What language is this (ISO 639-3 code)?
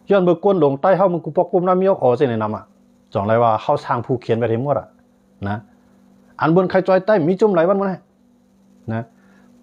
shn